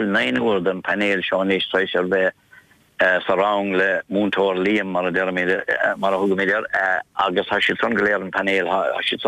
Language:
Irish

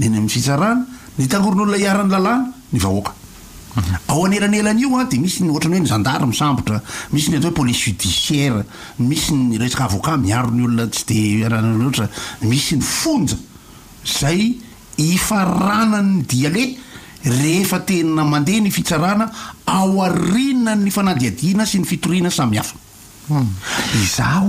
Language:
Malagasy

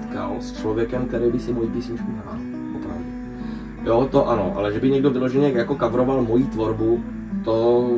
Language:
Czech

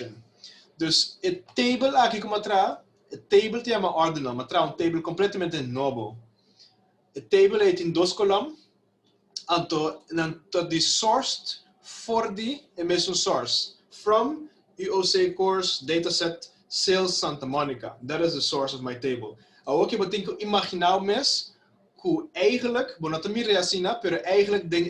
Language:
Papiamento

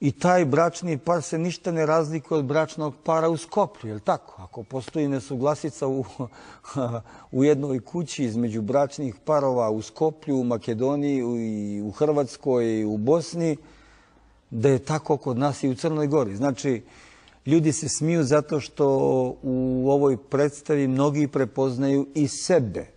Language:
Bosnian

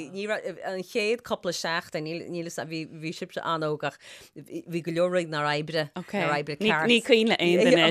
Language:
Irish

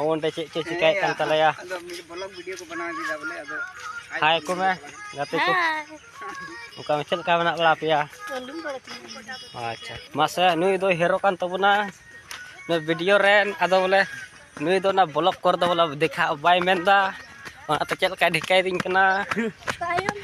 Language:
Santali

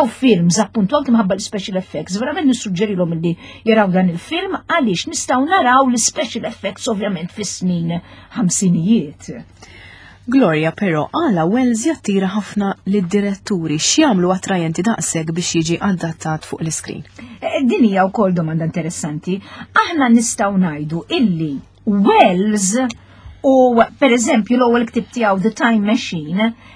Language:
Maltese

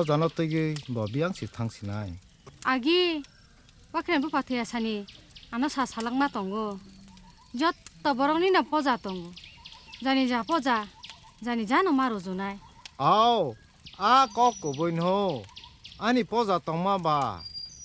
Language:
Kok Borok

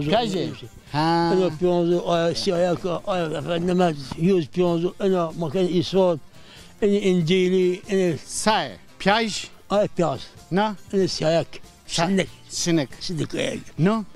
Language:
Zaza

